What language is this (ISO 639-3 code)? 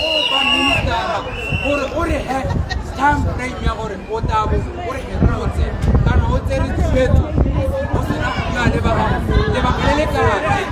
tsn